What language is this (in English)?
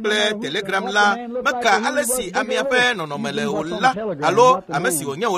Ewe